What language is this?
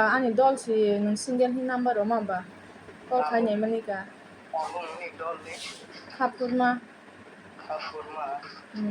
Kok Borok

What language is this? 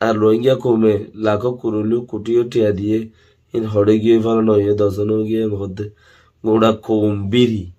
Rohingya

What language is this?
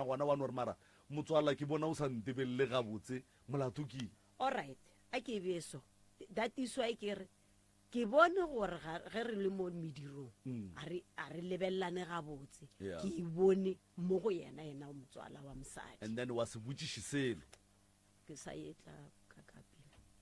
Northern Sotho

